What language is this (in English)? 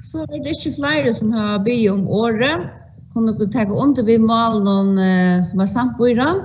Faroese